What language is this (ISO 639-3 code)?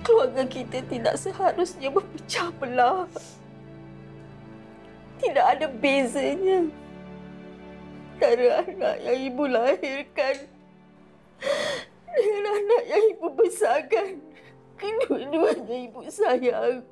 msa